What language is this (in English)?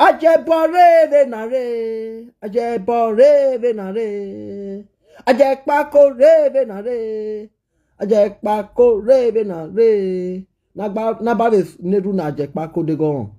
Nigerian Pidgin